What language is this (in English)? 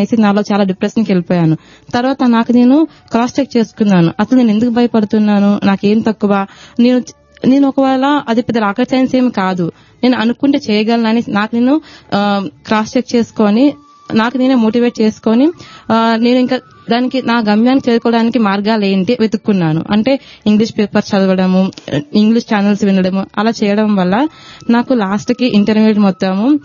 Telugu